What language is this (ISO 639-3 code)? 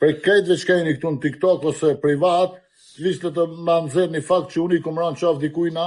sqi